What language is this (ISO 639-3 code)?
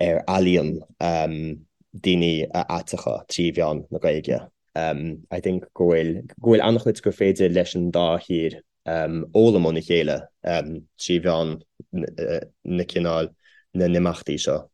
gle